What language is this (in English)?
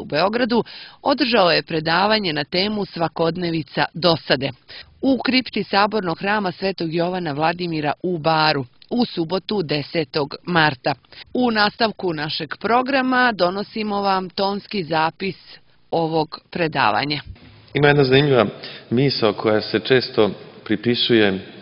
Serbian